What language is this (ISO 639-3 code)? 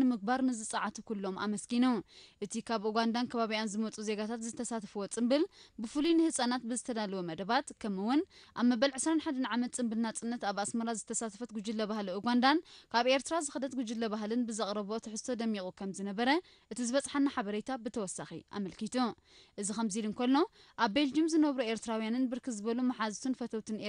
tir